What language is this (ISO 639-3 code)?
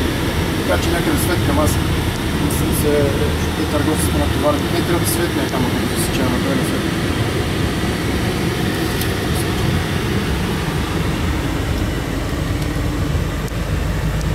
bul